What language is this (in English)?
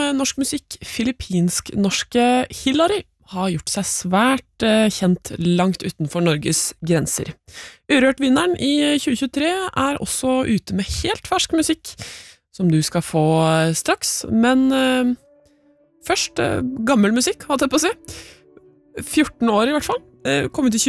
Norwegian